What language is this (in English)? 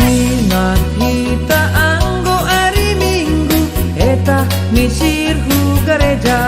Batak Simalungun